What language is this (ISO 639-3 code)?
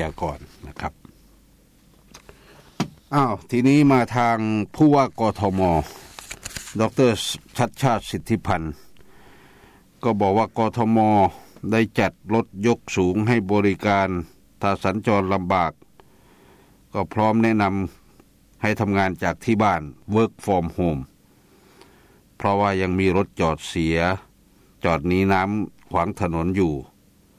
tha